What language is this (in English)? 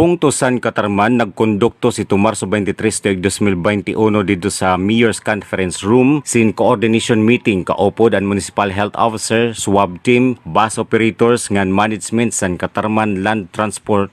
Waray